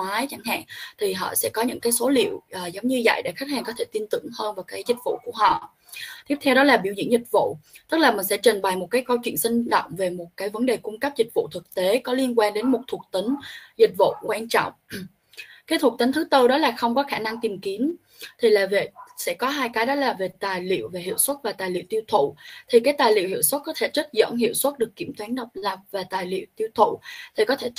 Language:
Vietnamese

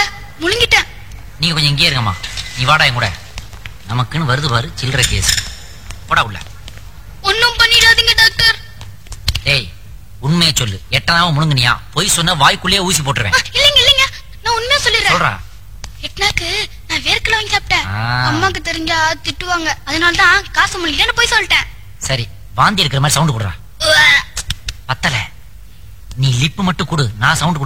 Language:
Tamil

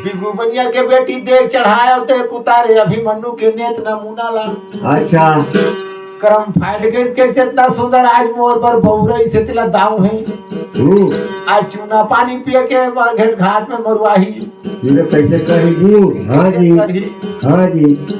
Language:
Chhattisgarhi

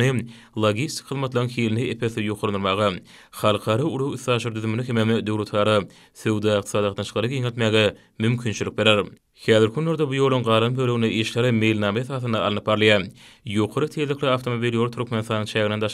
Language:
Turkmen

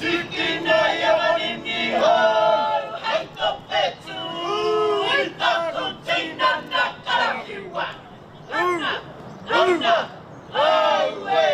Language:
Māori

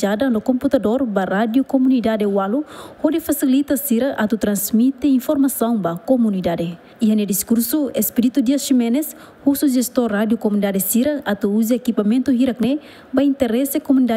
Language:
Tetum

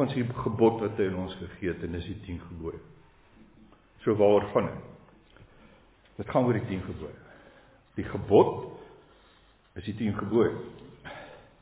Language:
Afrikaans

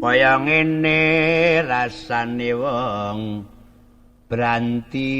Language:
Javanese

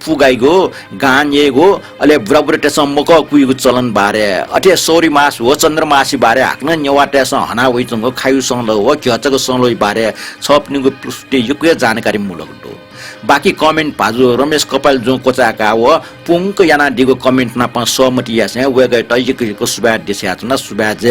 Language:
Newari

